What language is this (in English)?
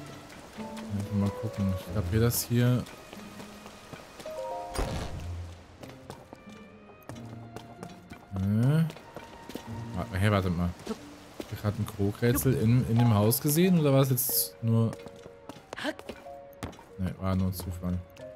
German